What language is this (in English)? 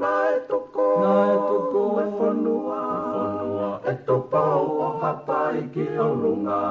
Tongan